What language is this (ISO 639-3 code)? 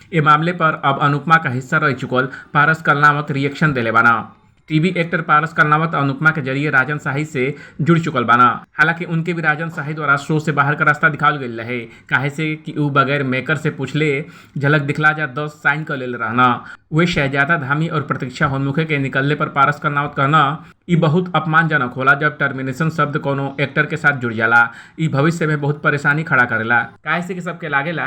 bho